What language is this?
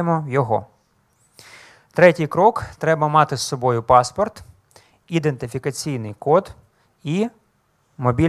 Ukrainian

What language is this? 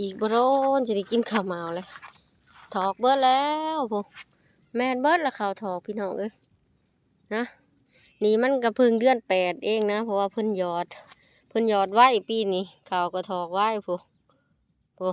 Lao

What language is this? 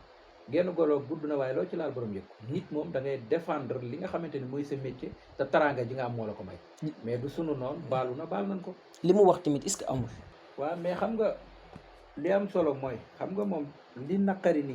Wolof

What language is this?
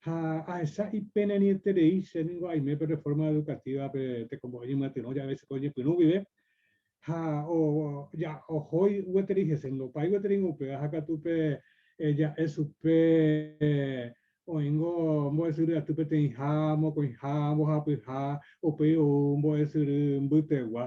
Guarani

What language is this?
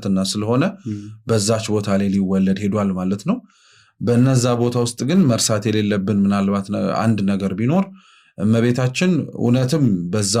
Amharic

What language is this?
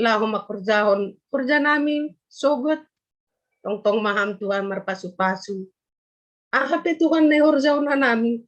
Batak Simalungun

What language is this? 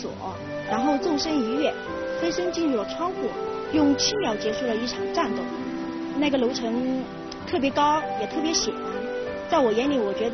Chinese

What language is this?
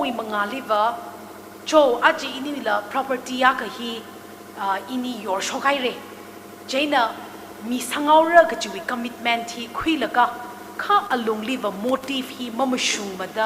Tangkhul Naga (India)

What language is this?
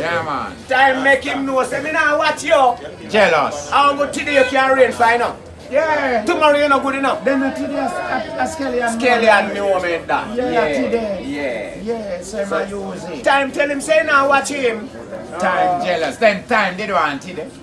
Jamaican Creole English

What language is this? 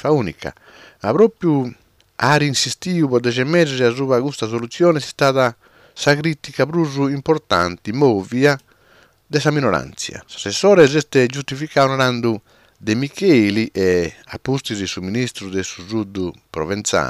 Sardinian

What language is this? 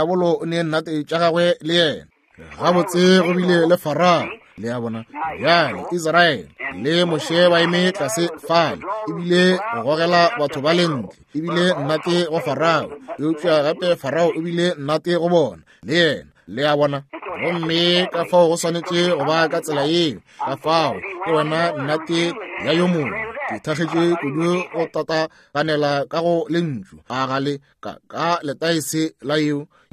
Northern Sotho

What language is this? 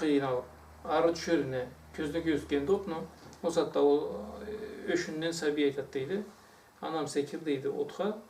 Karachay-Balkar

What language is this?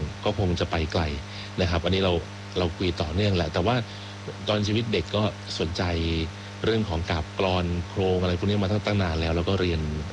Thai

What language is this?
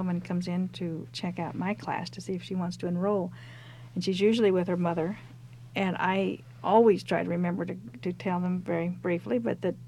English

